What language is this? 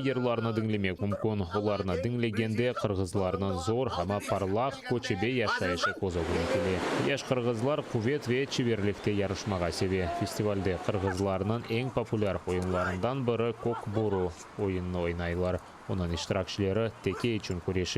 Crimean Tatar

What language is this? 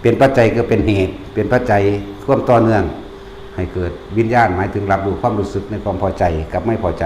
Lao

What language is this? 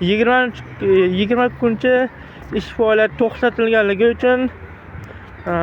Uzbek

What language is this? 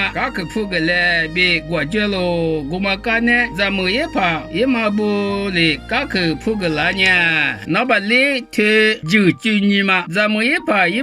Lisu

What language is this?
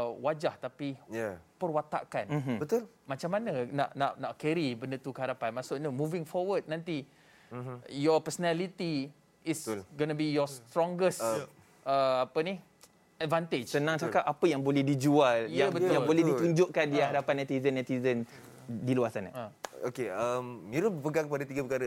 Malay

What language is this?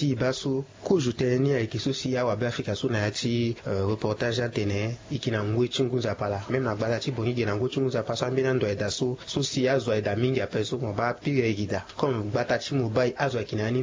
Sango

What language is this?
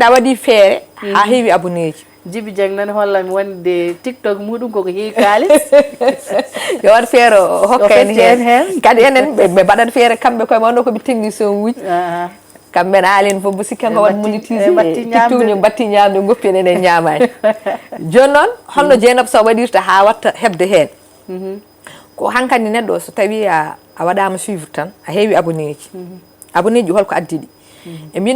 Fula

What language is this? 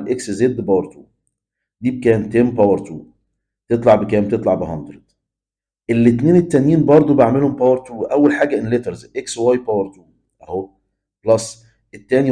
Egyptian Arabic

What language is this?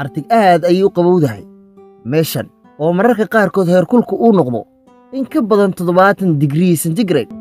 Somali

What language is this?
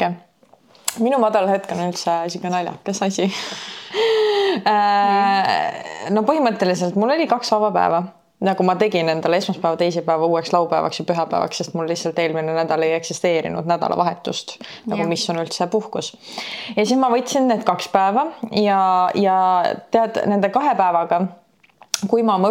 Estonian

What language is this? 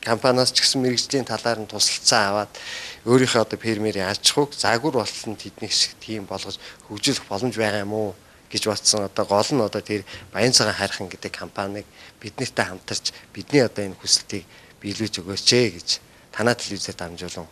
Mongolian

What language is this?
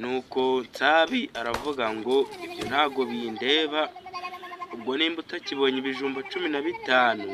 Kinyarwanda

